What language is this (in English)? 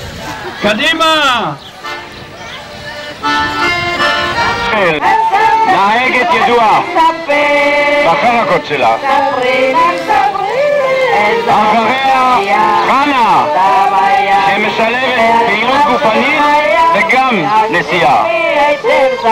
Hebrew